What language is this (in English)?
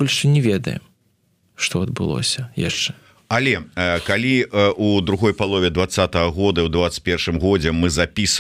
Belarusian